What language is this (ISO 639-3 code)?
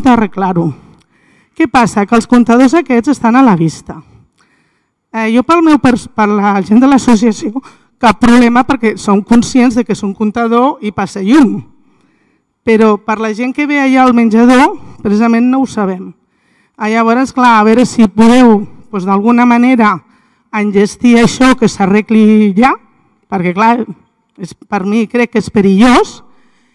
cat